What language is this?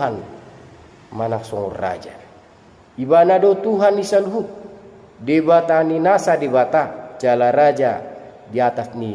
Batak Toba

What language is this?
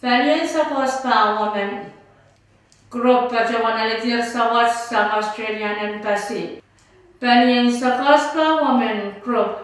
Pohnpeian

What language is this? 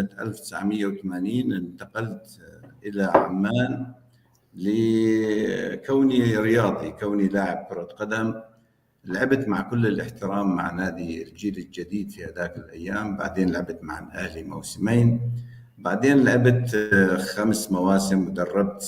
North Levantine Arabic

